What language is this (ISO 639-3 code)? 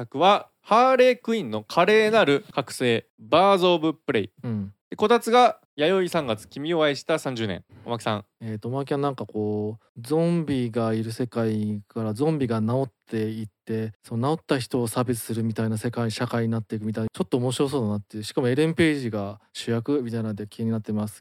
jpn